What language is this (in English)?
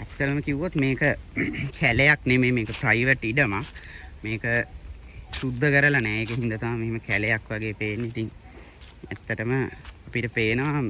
Sinhala